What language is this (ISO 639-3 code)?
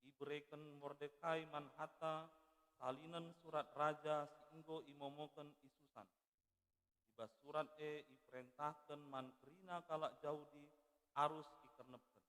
btx